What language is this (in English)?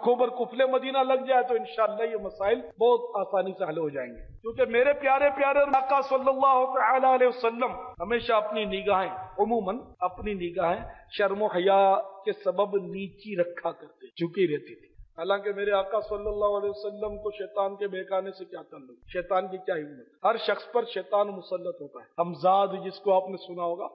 Urdu